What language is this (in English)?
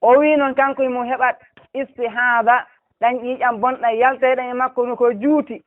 Fula